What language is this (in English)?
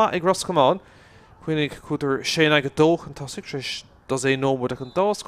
Irish